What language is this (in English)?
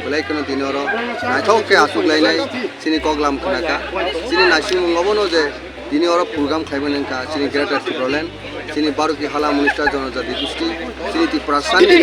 Kok Borok